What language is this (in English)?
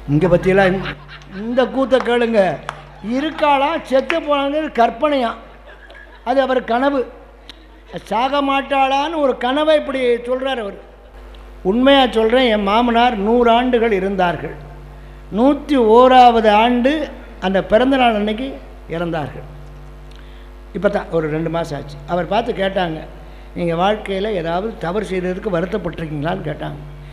Tamil